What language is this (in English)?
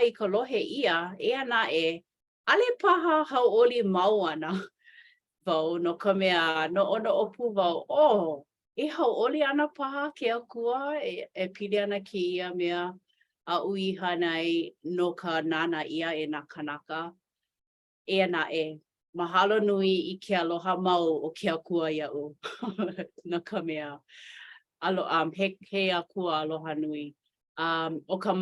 Hawaiian